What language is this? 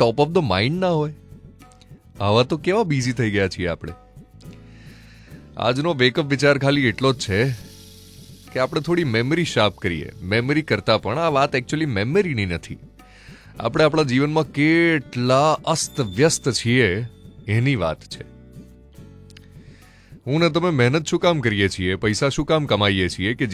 Gujarati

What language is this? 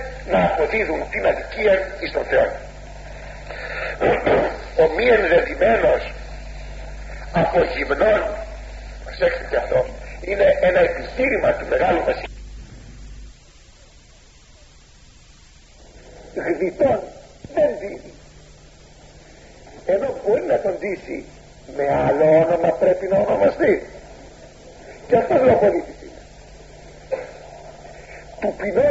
Greek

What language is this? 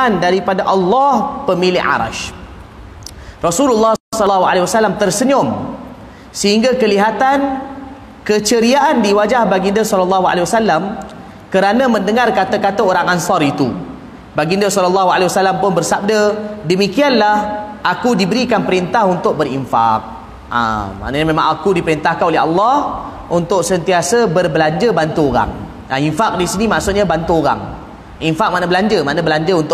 Malay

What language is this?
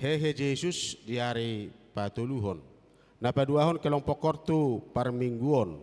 Batak Toba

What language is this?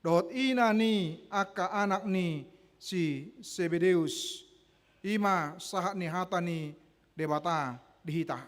Batak Toba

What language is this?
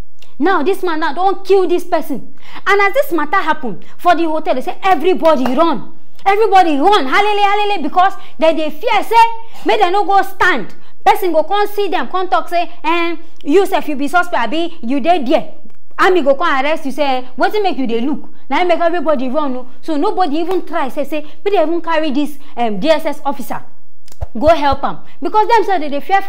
Nigerian Pidgin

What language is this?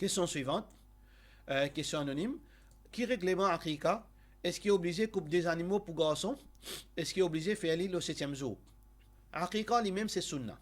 Morisyen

